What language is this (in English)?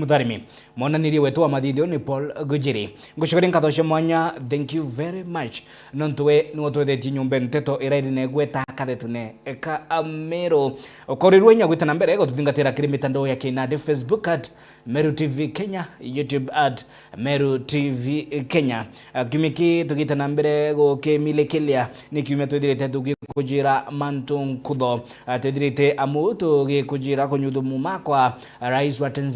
Meru